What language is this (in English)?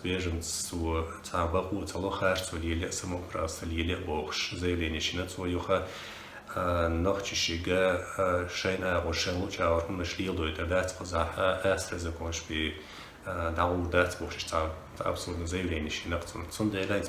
Chechen